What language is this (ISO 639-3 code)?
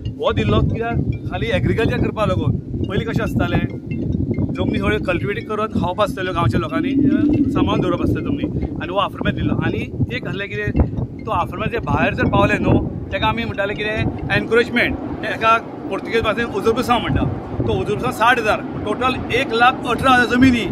kok